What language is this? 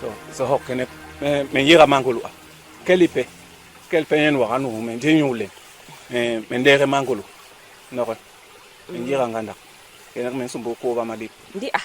Basaa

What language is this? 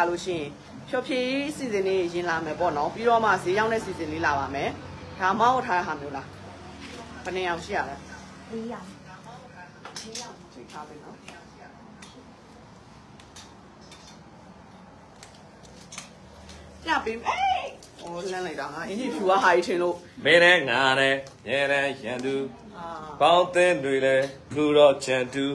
Burmese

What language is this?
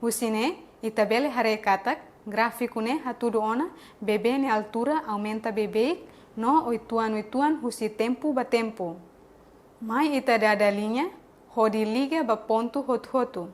Tetum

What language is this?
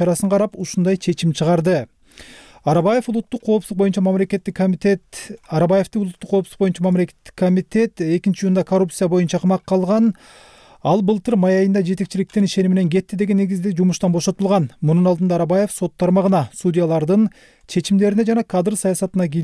Kyrgyz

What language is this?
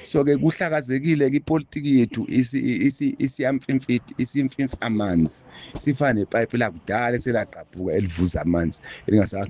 Zulu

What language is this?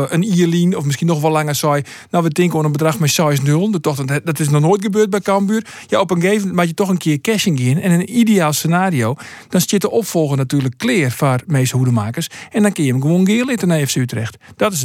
Western Frisian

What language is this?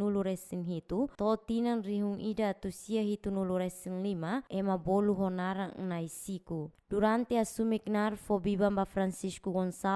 Tetum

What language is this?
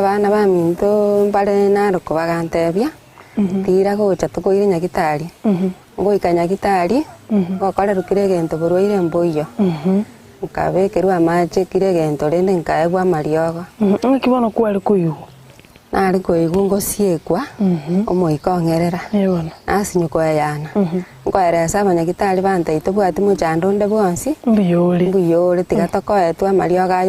Gusii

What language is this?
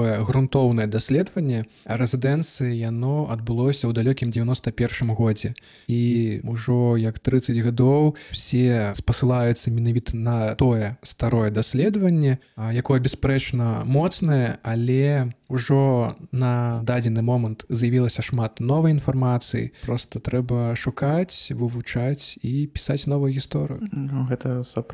Belarusian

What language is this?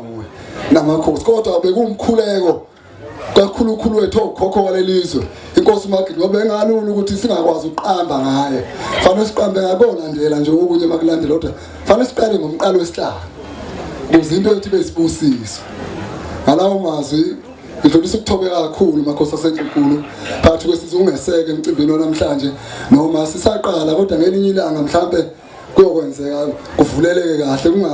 Zulu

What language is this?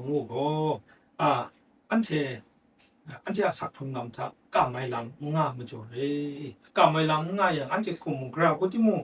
Kachin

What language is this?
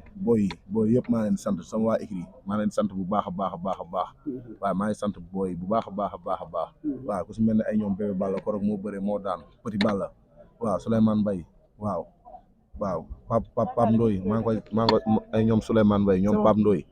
Wolof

